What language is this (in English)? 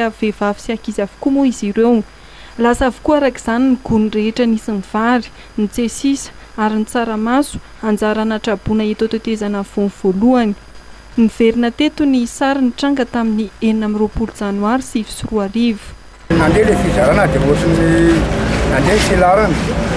Malagasy